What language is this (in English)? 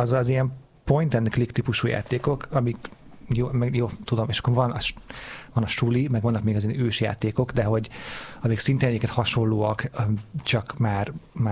Hungarian